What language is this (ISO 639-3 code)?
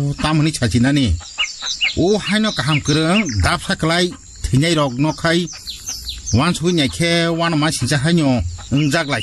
trp